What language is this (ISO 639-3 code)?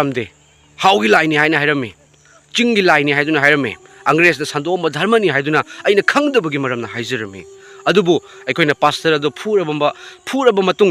mni